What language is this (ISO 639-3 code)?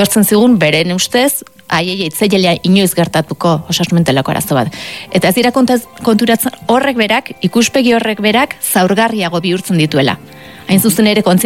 eus